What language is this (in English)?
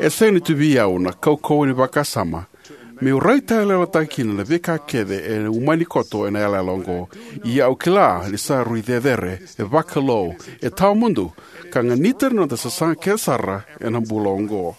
Fijian